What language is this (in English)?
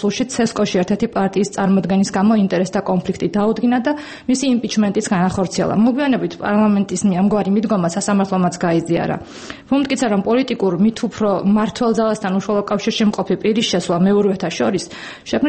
Georgian